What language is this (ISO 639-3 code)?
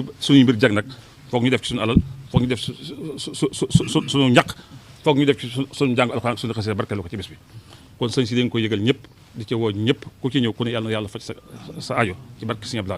wol